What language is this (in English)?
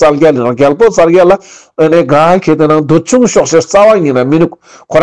Ladakhi